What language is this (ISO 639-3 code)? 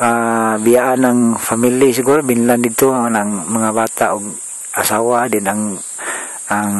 ceb